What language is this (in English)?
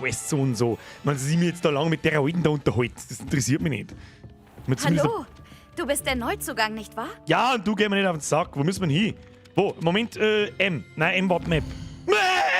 Bavarian